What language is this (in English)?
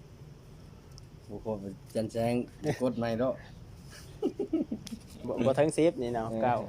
Lao